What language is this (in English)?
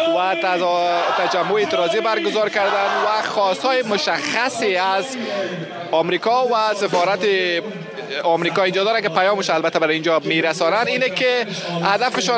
Persian